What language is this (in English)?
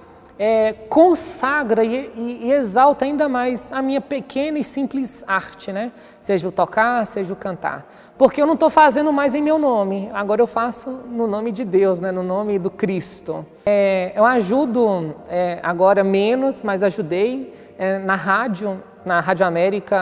Portuguese